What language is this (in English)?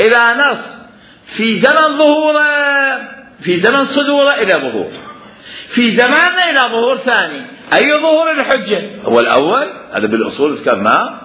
Mesopotamian Arabic